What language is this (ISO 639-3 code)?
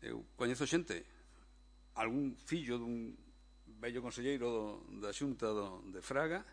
glg